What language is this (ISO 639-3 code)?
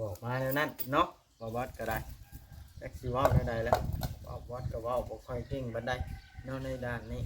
tts